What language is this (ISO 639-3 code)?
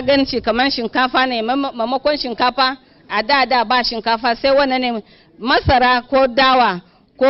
hau